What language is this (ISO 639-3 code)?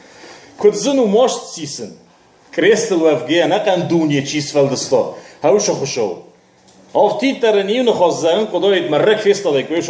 oss